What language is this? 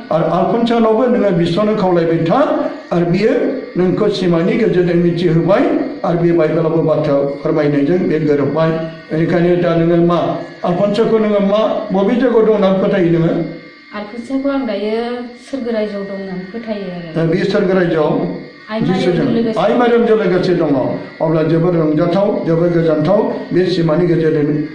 Bodo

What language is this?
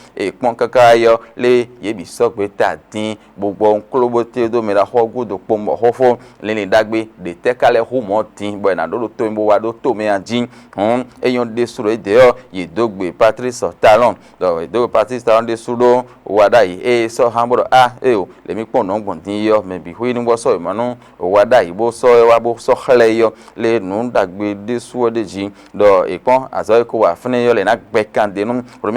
Fon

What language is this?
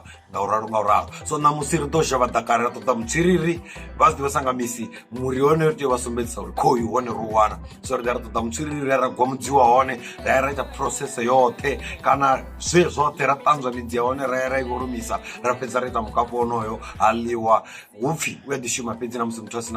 Venda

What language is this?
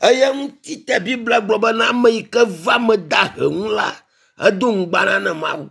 Ewe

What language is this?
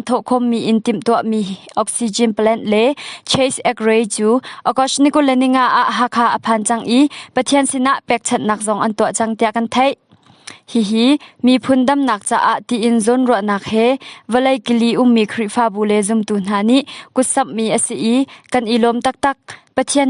Hakha Chin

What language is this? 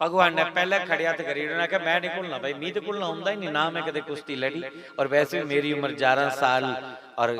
Dogri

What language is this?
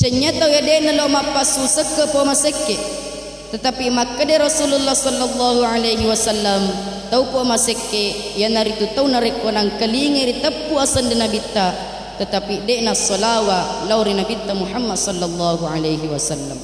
Buginese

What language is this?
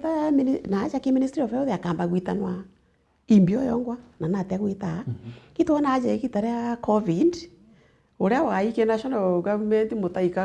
Meru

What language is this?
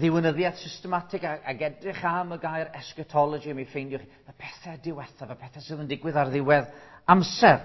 Welsh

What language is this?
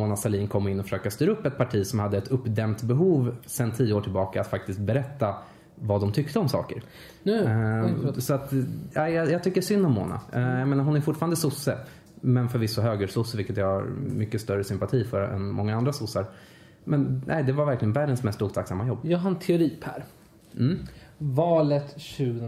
Swedish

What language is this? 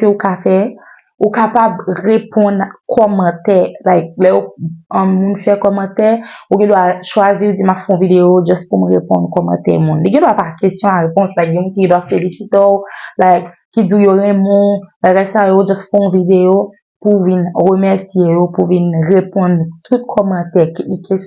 Haitian Creole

